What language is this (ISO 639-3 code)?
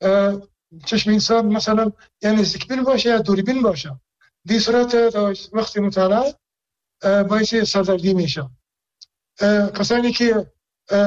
fas